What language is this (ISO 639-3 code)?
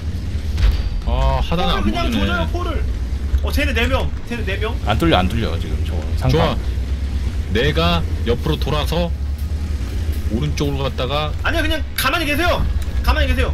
kor